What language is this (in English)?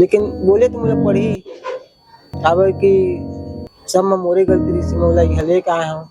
Chhattisgarhi